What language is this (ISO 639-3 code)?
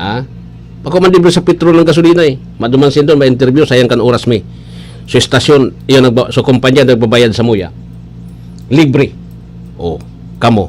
bik